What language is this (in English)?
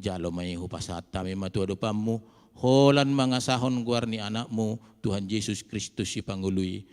Batak Toba